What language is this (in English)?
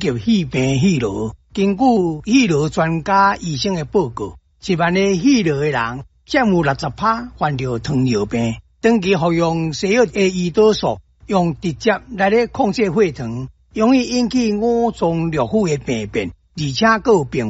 Min Nan Chinese